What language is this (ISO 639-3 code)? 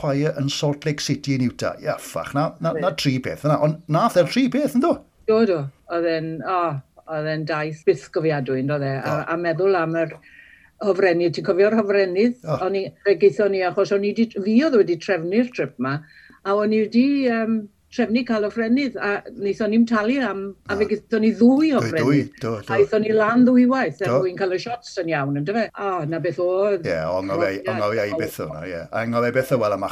cym